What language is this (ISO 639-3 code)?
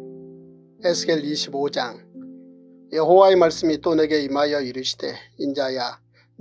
kor